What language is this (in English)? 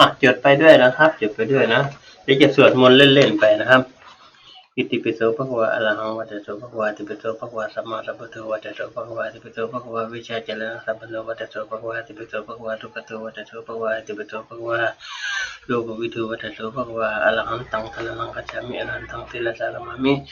Pali